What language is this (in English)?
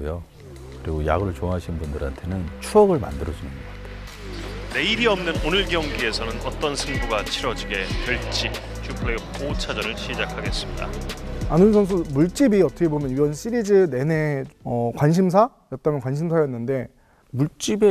Korean